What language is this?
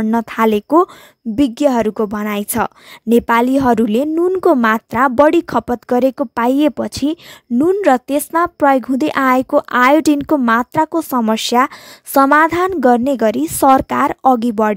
Nepali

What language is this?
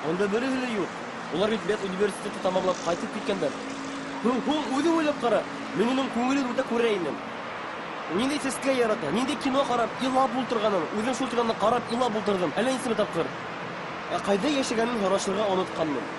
Bashkir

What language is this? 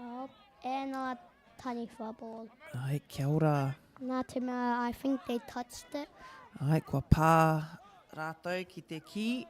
Māori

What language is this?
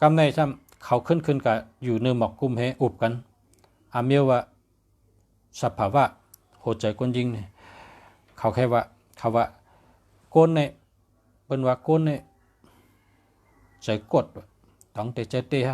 Shan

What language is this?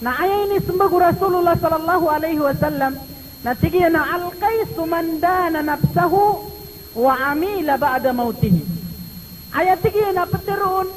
Maranao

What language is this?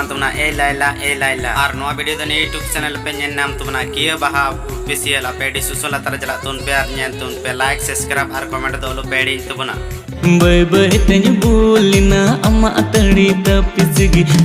Santali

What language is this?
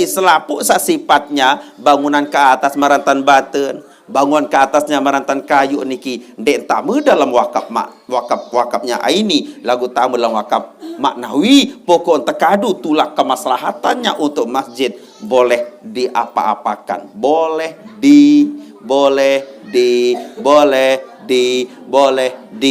Sasak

